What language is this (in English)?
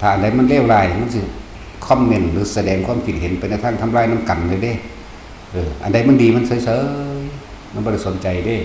Northeastern Thai